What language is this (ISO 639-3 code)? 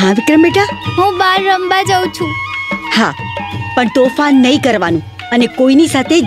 guj